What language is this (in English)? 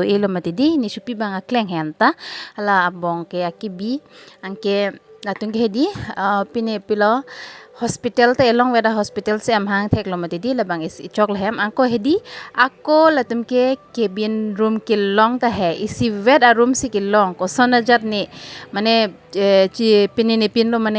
Karbi